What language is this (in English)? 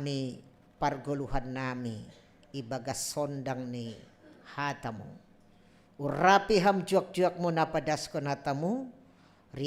Batak Simalungun